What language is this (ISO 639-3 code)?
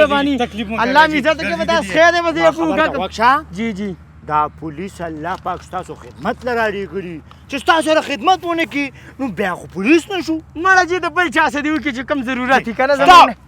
pus